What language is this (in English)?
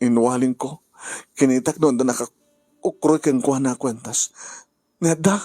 Iloko